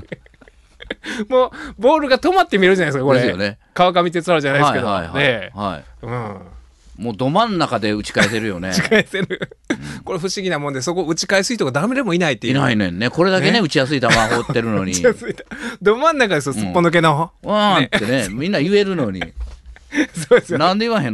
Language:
Japanese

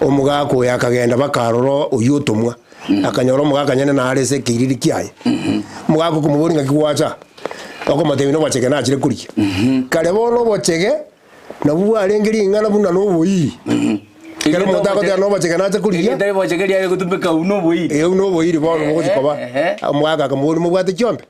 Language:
Gusii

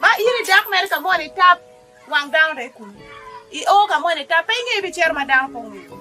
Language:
Acoli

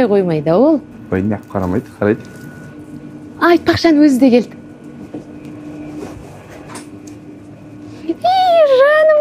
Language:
Kazakh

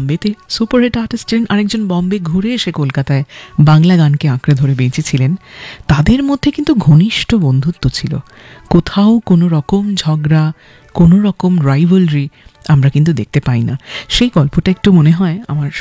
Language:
Bangla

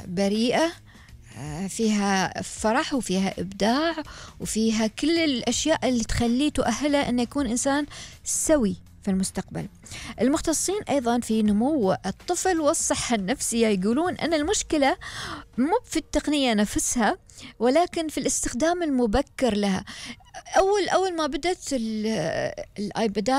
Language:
Gulf Arabic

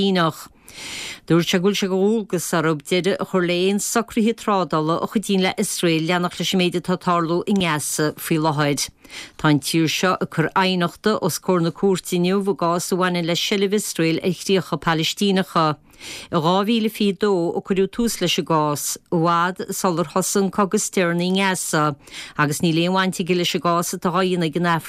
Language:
Irish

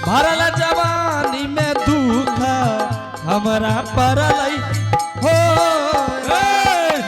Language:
Angika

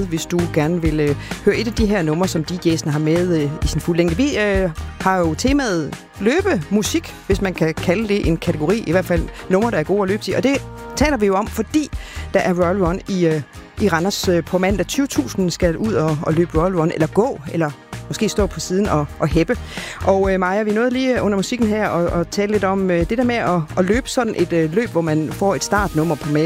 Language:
Danish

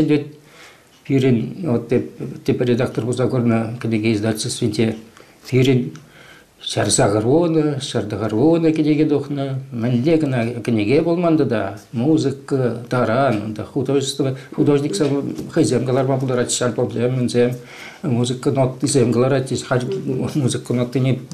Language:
Chuvash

